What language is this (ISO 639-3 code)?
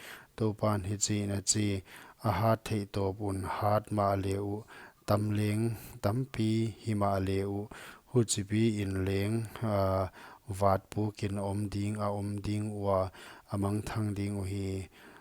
pck